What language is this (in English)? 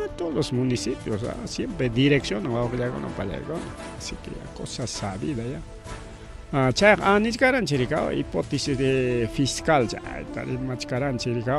Ayacucho Quechua